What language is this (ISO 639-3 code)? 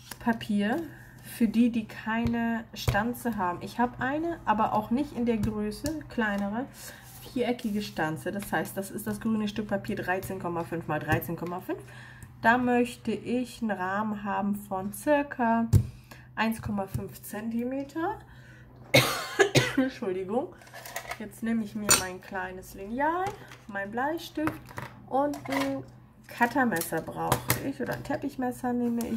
deu